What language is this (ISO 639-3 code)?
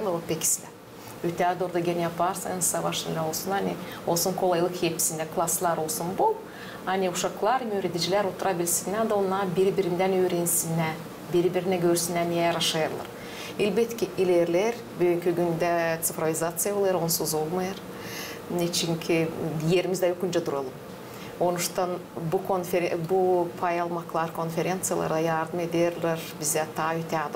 gag